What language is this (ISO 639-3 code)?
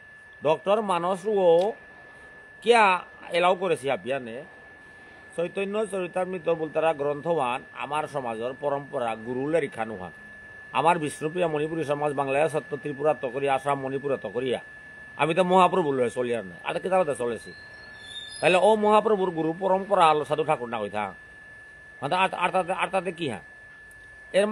bpy